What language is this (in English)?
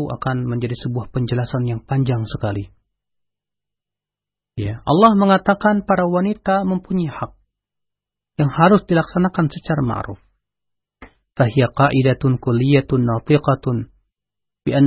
Indonesian